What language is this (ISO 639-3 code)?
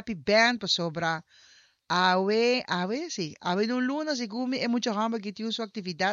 pap